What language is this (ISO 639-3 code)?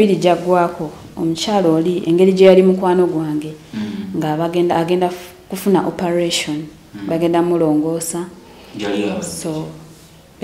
lug